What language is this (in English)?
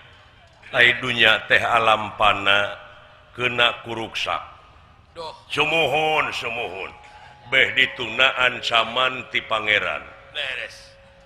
Sundanese